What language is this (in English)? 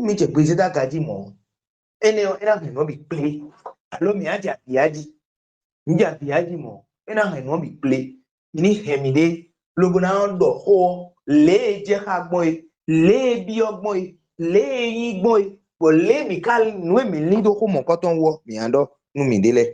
Fon